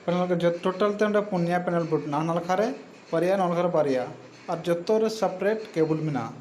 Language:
Santali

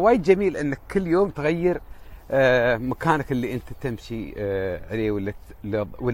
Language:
Gulf Arabic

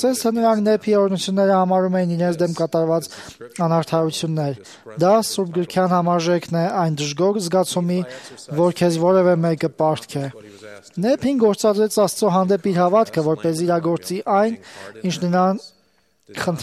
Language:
Armenian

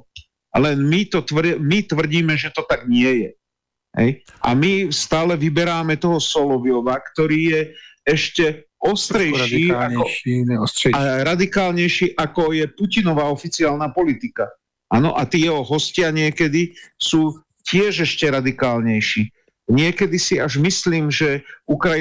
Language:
Slovak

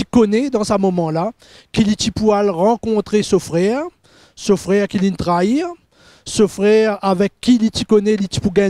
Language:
Morisyen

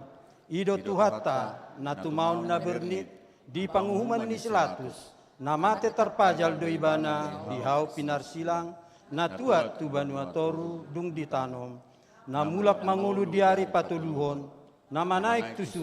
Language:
Batak Toba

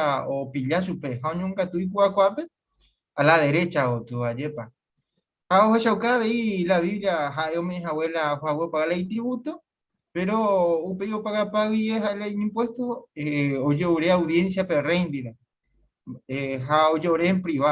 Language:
Guarani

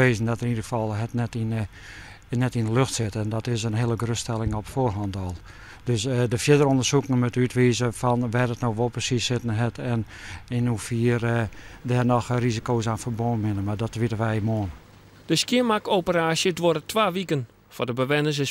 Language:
Western Frisian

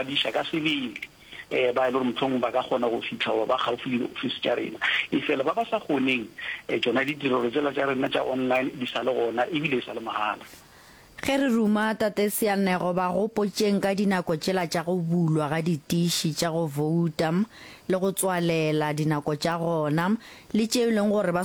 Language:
Northern Sotho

